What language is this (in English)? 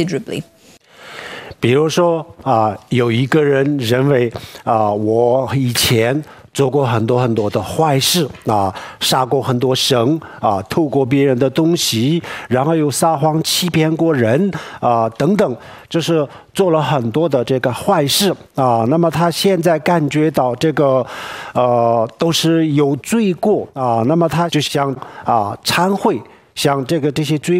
Chinese